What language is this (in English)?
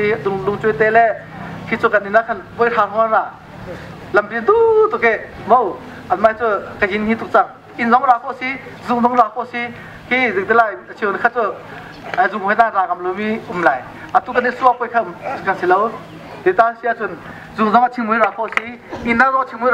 Hakha Chin